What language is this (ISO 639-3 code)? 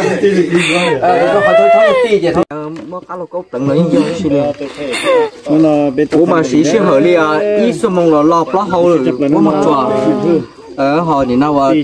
vie